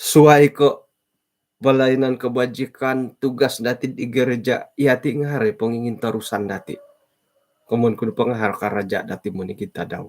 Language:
Central Dusun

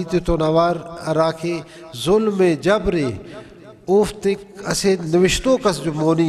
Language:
Brahui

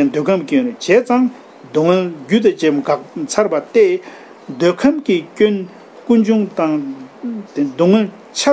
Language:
Tibetan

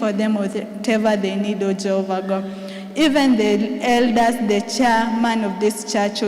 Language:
Kikuyu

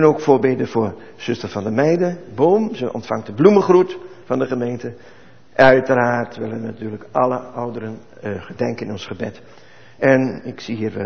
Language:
Dutch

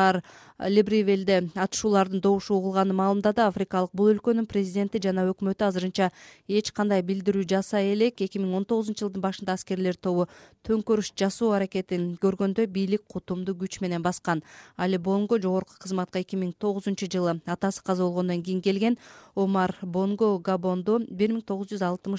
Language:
Kyrgyz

